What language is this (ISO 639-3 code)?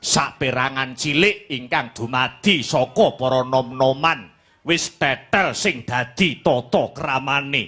jav